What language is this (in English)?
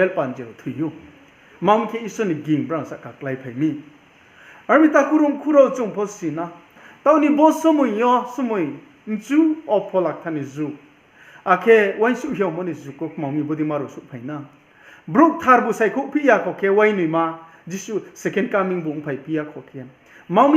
Riang (India)